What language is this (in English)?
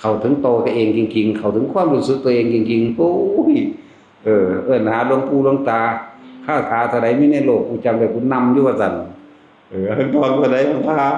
Northeastern Thai